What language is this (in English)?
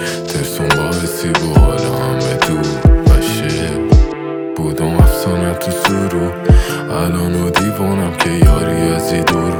Persian